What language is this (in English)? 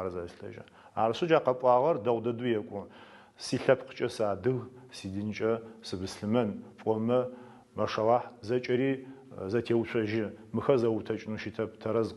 Adyghe